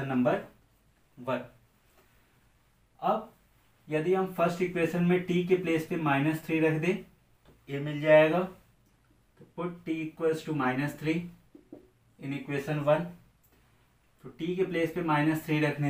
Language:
Hindi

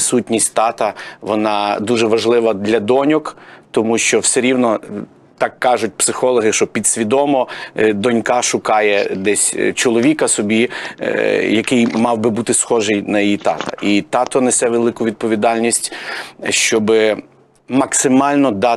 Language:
Ukrainian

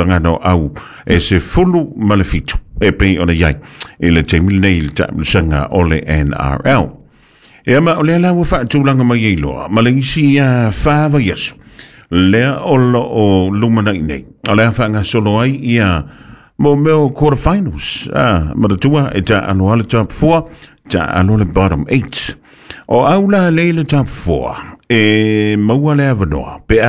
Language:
Samoan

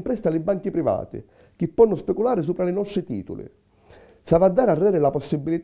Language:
Sicilian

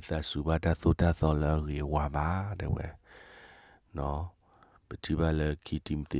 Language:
S'gaw Karen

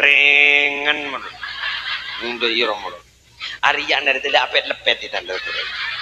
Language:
Madurese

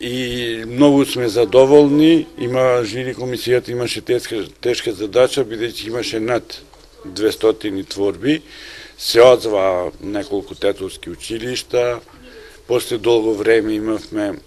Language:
Macedonian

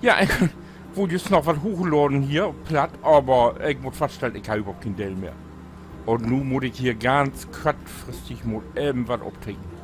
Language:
Low German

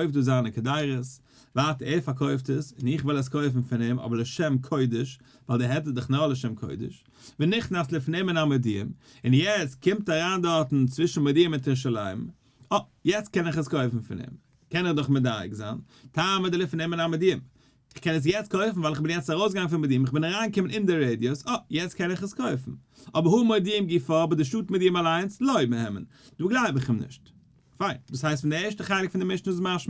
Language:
Yiddish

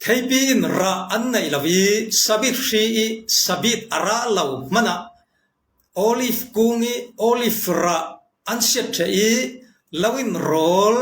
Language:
Falam Chin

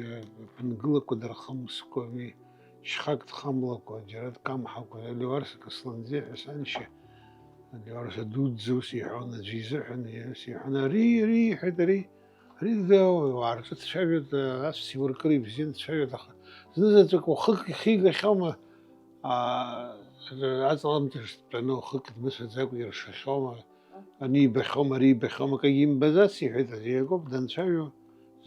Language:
Abkhazian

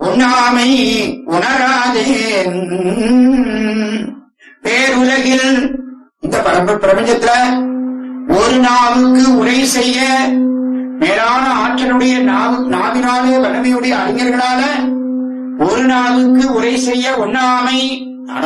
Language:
Tamil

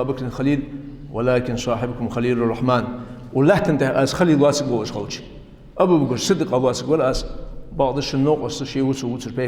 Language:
Ingush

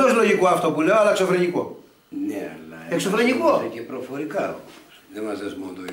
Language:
Greek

